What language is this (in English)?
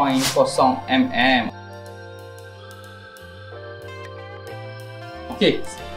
Malay